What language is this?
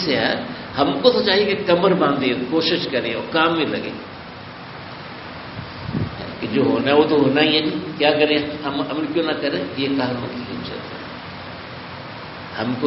Urdu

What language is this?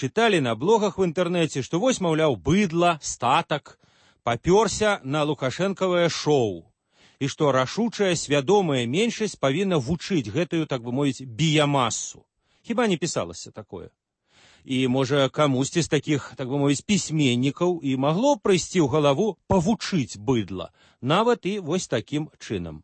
Belarusian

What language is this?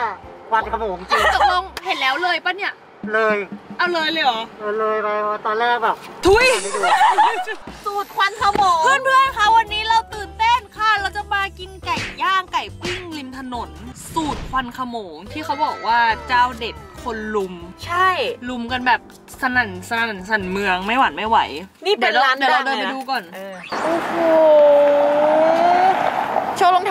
Thai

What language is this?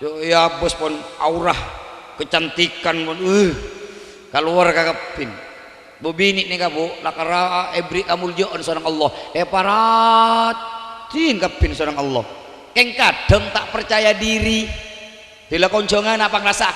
Madurese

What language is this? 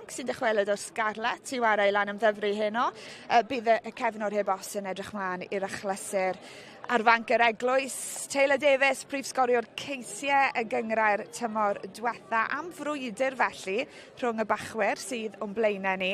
Welsh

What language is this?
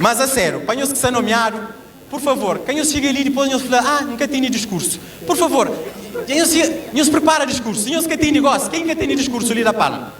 Kabuverdianu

